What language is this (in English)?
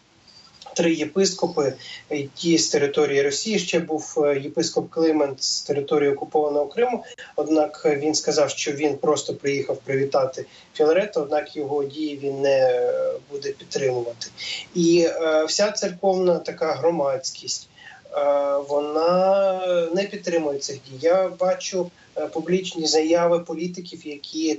Ukrainian